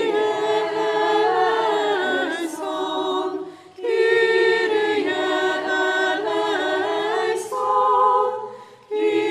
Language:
Polish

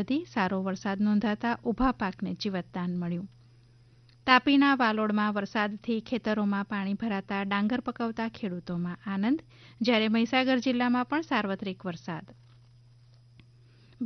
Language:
Gujarati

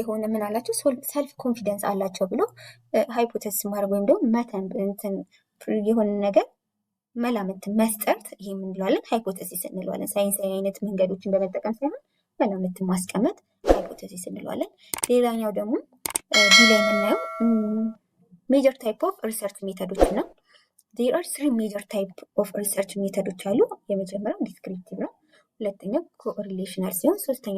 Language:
Amharic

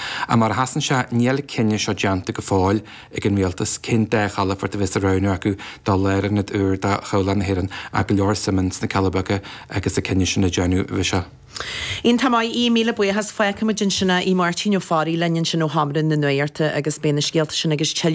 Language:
Irish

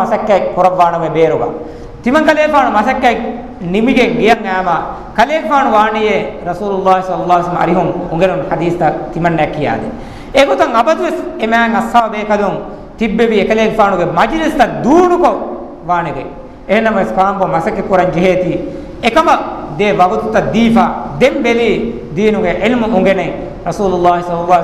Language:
Divehi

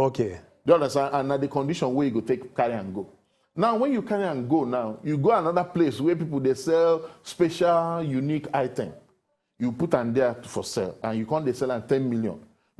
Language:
Nigerian Pidgin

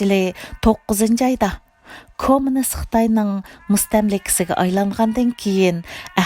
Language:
Uyghur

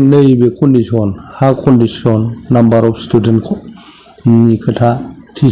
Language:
Bodo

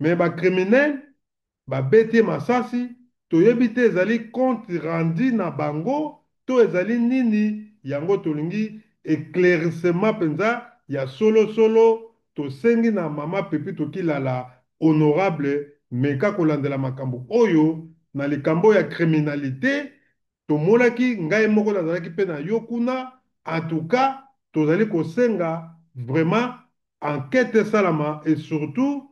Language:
Lingala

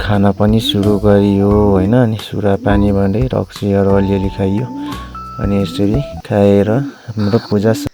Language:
Nepali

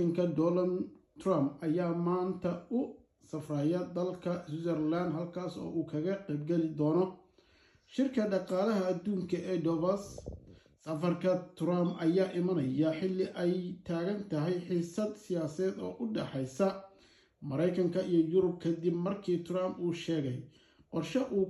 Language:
Somali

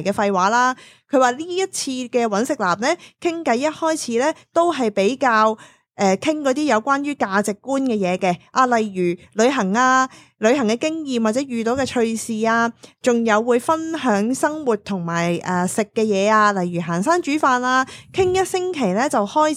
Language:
Cantonese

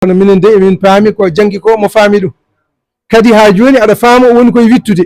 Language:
Fula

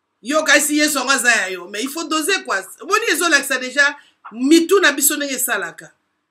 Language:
Lingala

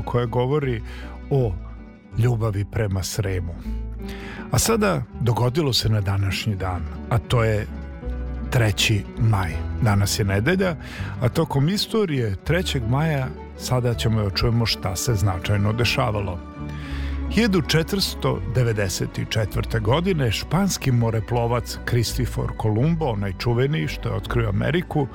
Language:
Serbian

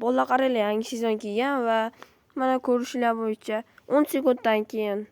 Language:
Uzbek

